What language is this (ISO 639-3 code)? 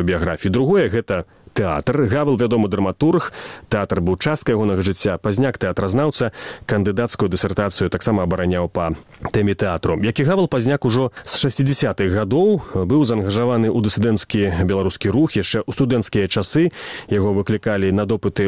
bel